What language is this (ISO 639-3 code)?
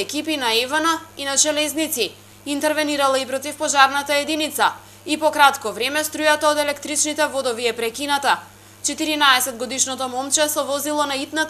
mkd